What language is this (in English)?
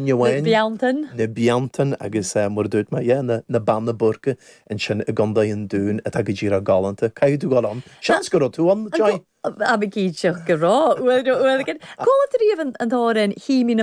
Irish